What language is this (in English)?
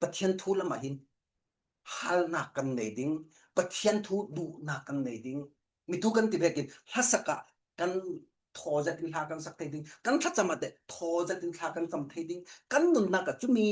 Falam Chin